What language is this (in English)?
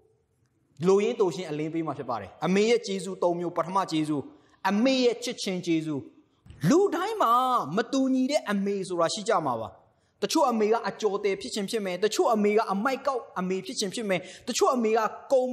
Burmese